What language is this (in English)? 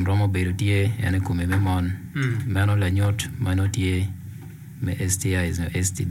Acoli